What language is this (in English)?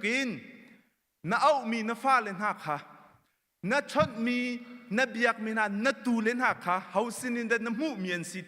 Hakha Chin